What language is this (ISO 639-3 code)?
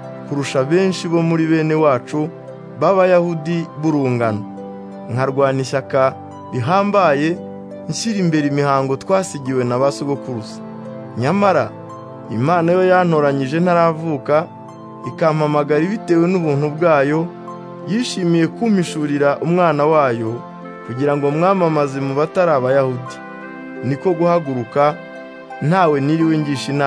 kin